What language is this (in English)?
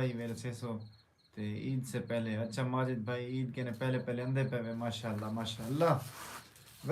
Saraiki